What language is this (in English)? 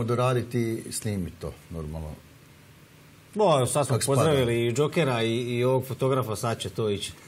Croatian